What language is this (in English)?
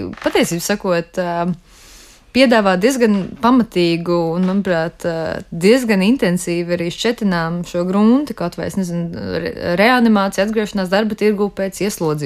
Latvian